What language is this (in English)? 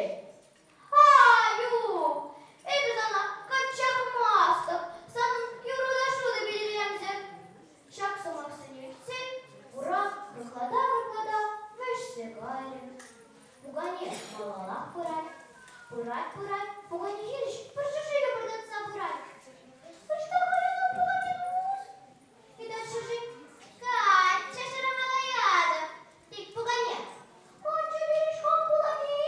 Chuvash